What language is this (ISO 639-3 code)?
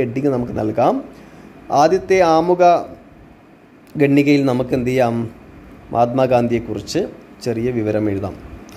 mal